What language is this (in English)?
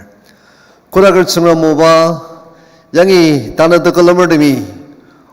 Ao Naga